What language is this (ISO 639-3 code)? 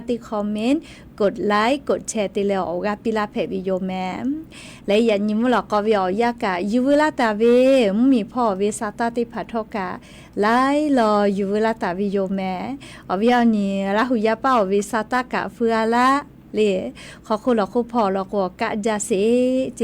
lhu